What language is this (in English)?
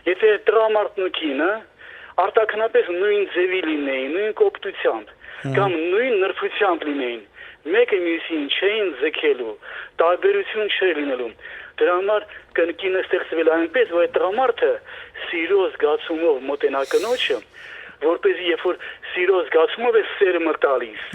Western Armenian